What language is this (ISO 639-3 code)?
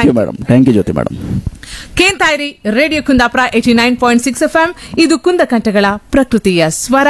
kan